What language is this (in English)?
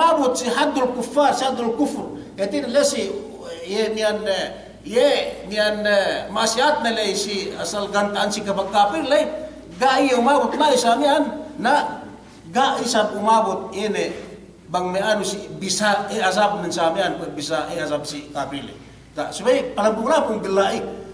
Yakan